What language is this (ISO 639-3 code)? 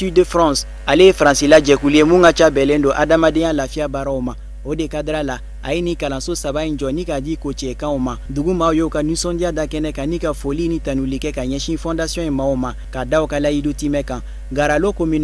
bam